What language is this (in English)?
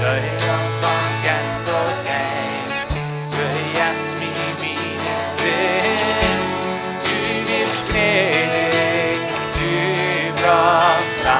Plautdietsch